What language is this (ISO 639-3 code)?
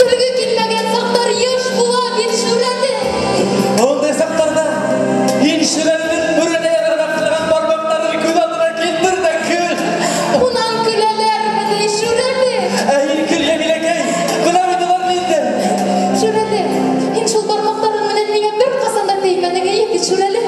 bak